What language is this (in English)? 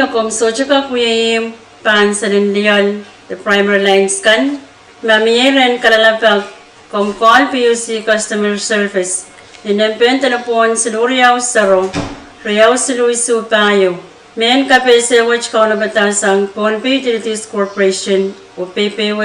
Pohnpeian